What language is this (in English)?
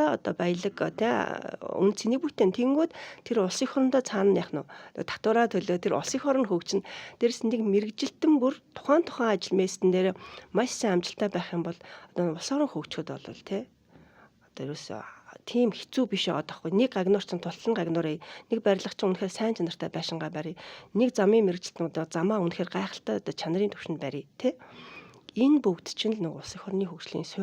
Mongolian